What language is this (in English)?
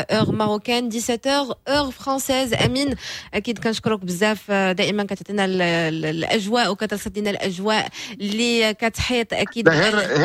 Moroccan Arabic